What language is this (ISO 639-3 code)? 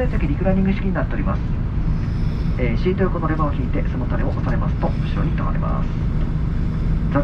jpn